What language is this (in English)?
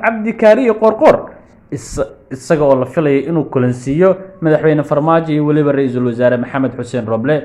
Somali